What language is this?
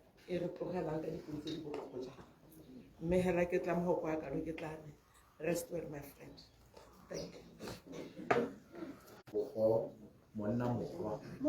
Tswana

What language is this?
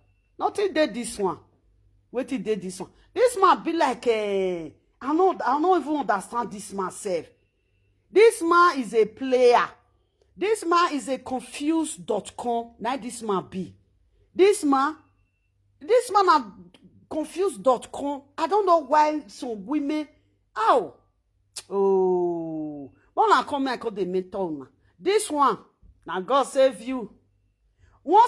Nigerian Pidgin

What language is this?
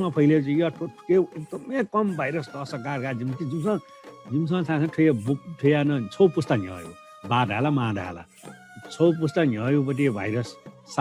Newari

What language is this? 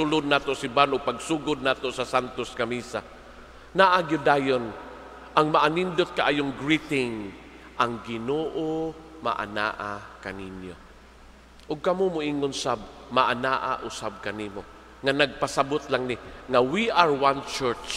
Cebuano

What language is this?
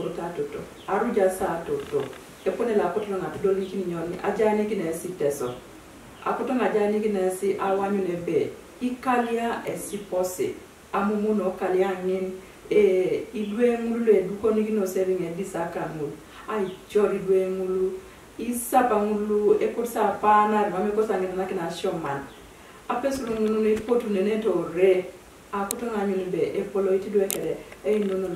Teso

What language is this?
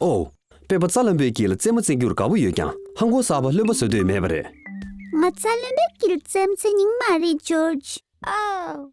Tibetan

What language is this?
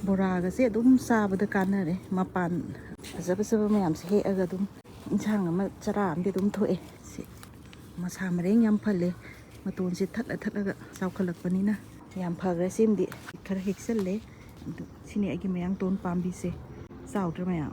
Manipuri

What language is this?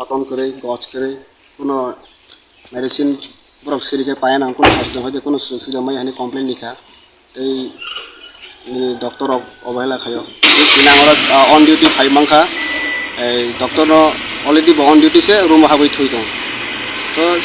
Kok Borok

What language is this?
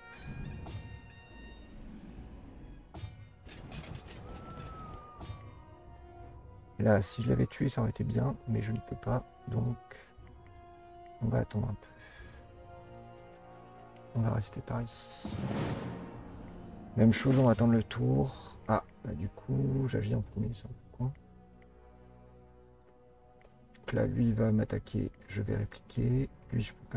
French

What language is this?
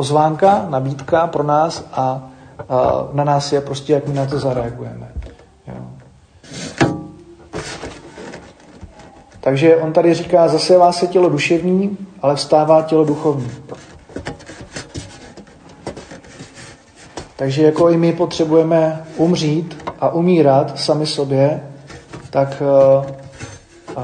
Czech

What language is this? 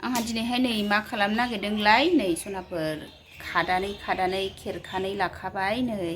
Bodo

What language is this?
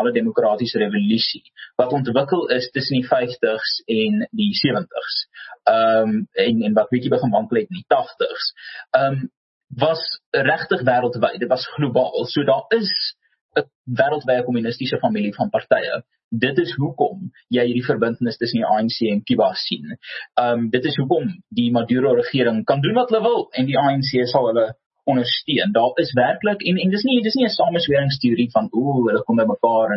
Afrikaans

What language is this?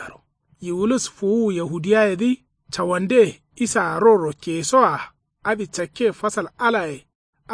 Kanuri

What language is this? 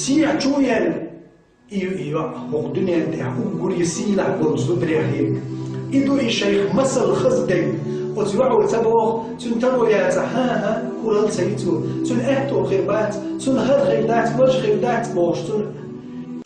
Chechen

